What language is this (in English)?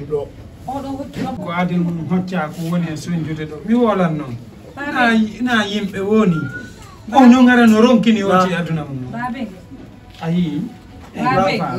Fula